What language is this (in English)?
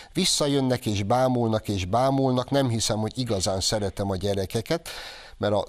Hungarian